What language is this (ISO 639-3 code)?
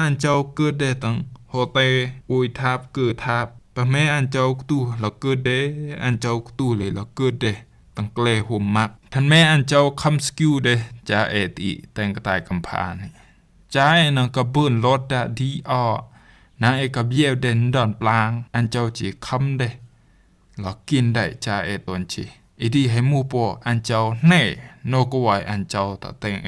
rbb